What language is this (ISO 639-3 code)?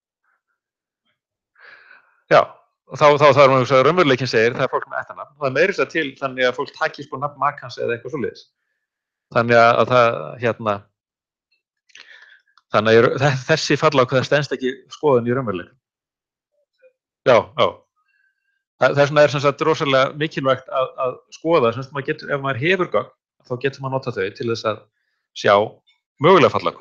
isl